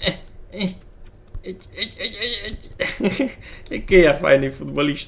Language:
Rusyn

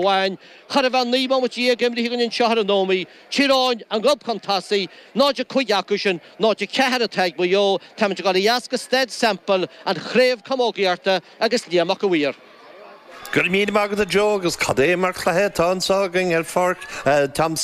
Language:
Irish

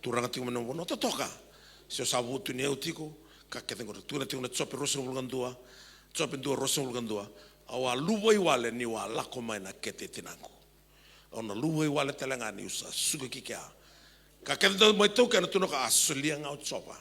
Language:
Fijian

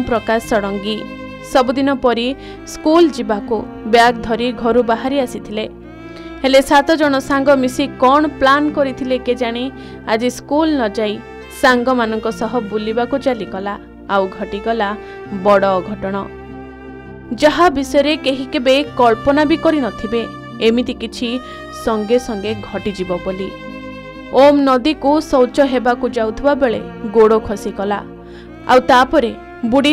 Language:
Odia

